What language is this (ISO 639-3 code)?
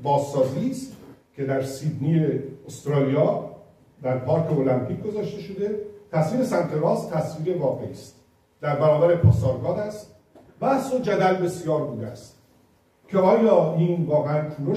fas